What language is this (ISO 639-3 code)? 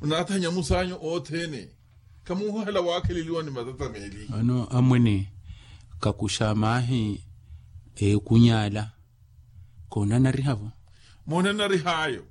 vmw